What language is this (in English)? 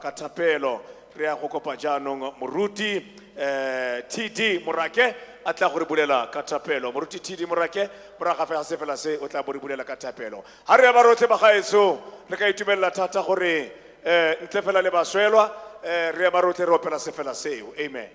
Tswana